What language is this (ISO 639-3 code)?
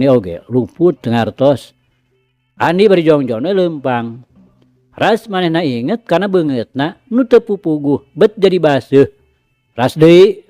sun